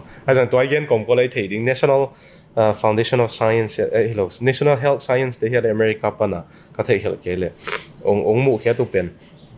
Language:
Tedim Chin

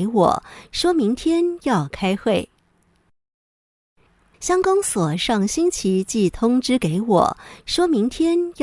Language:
Hakka Chinese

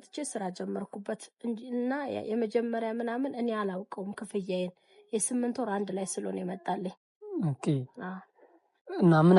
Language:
Amharic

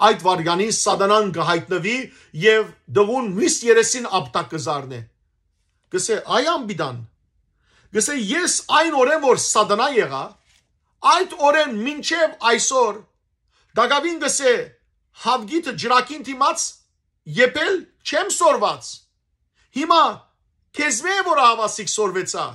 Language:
Western Armenian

